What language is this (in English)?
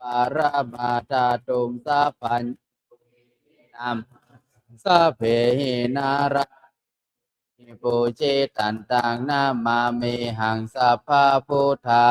Pali